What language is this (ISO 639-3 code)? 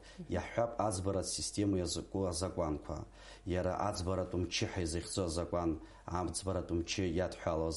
abk